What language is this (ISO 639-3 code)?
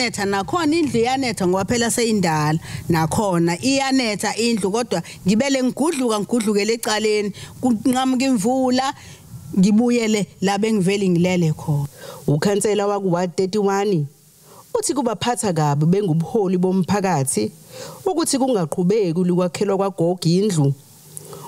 zul